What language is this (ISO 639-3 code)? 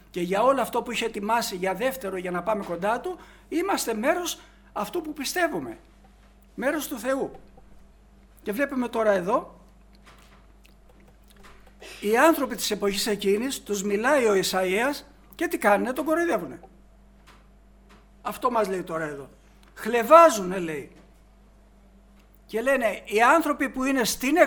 ell